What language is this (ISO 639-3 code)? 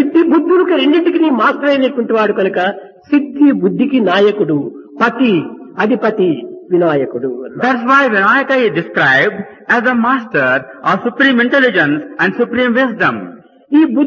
tel